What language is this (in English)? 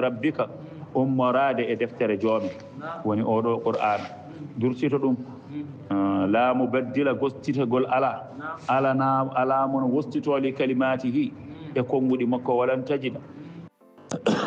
Fula